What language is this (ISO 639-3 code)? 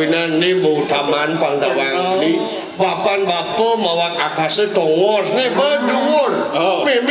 ban